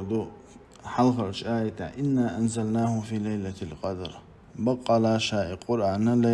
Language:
Chechen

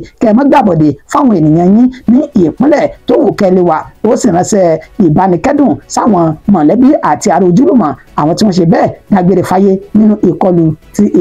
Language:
Yoruba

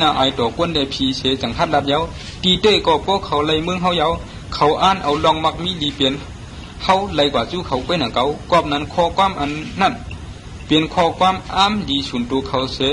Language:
Shan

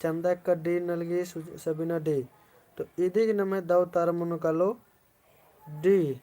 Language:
Kurukh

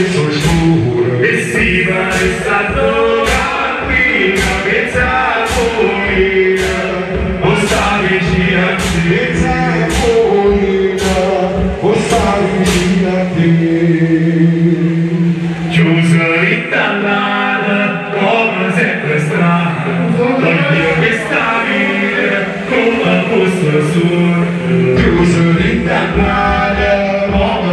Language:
Italian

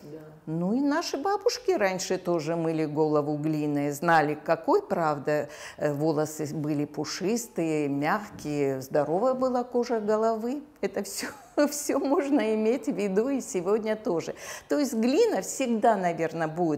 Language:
Russian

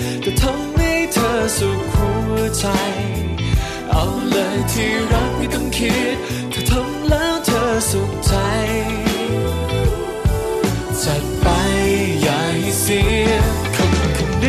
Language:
Thai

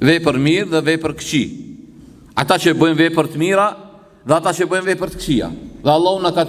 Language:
Albanian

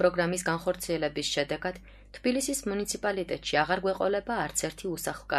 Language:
Georgian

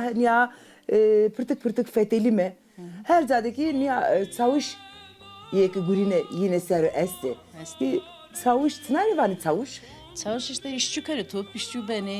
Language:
Zaza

